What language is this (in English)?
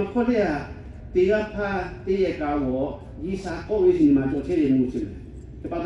Lahu